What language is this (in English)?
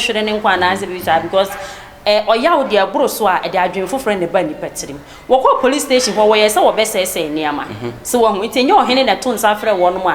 Akan